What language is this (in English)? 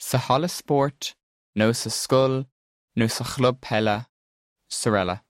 Irish